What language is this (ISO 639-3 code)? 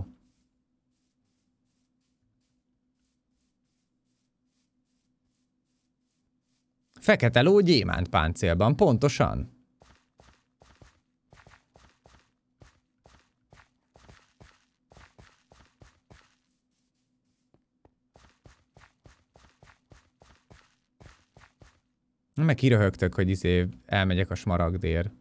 hun